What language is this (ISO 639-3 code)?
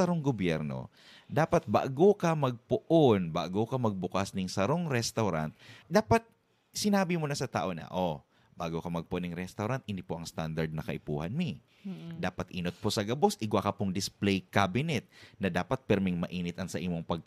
bik